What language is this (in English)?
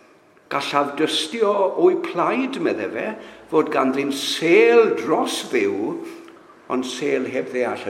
Welsh